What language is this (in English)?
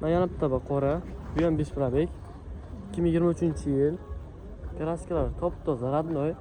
Uzbek